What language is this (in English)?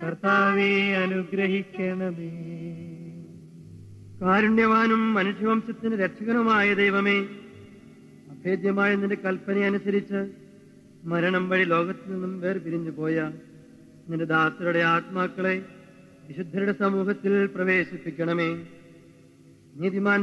Malayalam